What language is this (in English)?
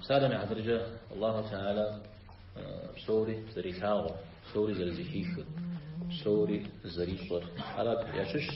Kabardian